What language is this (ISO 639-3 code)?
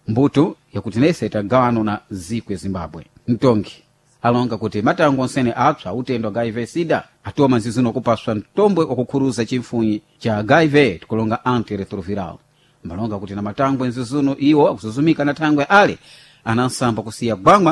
seh